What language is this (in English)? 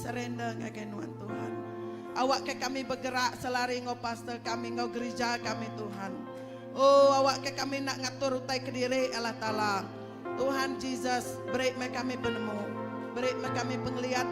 Iban